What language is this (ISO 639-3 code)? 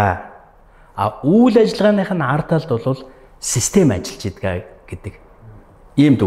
mon